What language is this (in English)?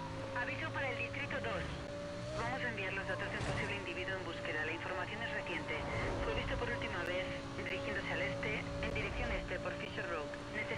Spanish